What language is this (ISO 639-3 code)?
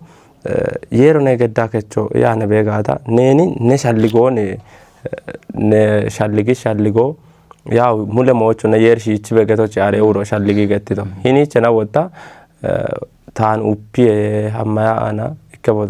kbr